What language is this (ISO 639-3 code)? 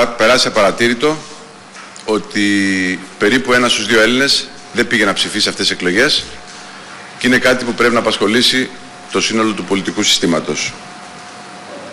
ell